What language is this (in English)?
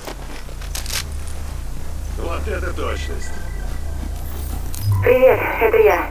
Russian